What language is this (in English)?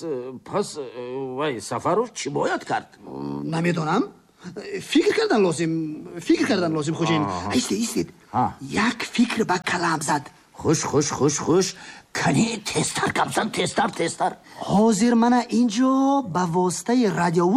Tajik